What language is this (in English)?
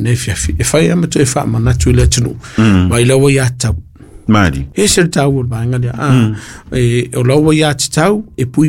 Samoan